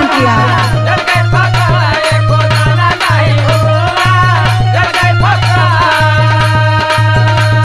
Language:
Bhojpuri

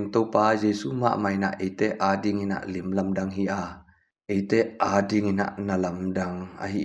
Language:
Tedim Chin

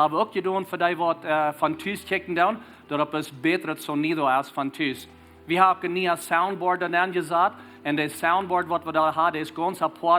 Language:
Plautdietsch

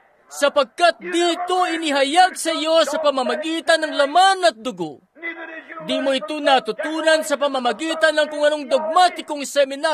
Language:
Filipino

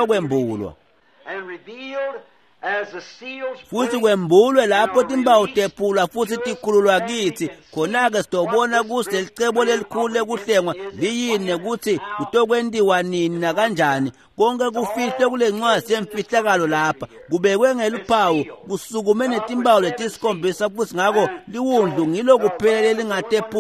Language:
Swati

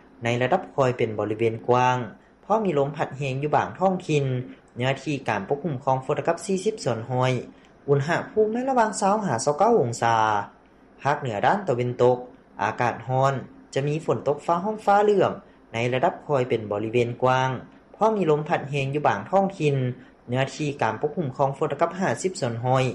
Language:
Lao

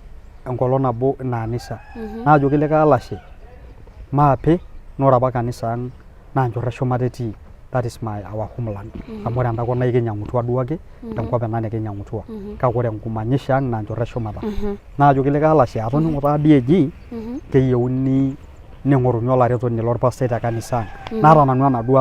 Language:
Masai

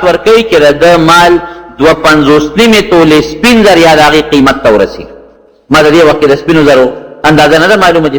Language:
Pashto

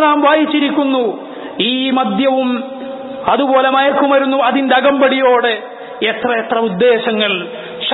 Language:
Malayalam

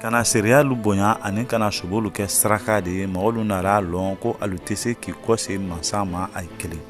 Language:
Mandingo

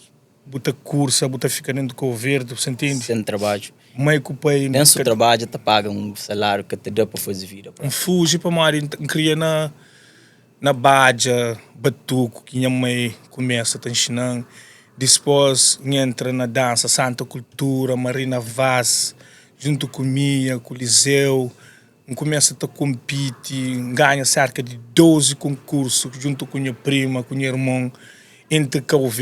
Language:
Kabuverdianu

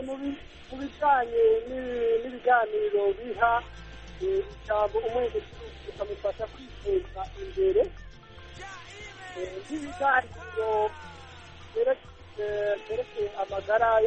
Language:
Kinyarwanda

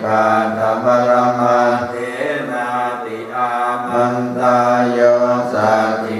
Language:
Pali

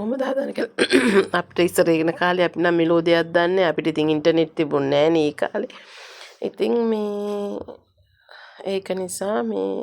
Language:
Sinhala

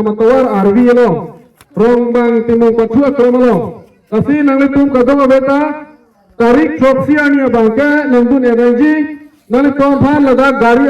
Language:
Karbi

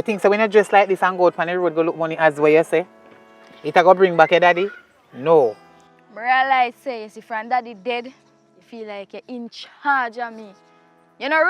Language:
Jamaican Creole English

